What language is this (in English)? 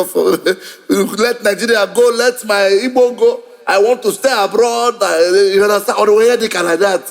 Igbo